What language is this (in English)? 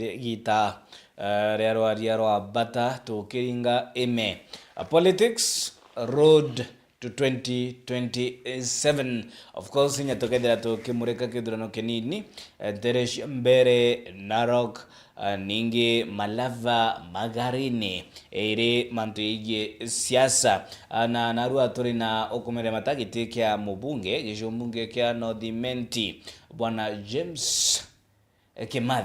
Meru